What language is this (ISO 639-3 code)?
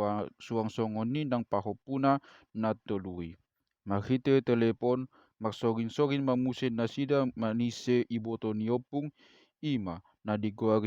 bbc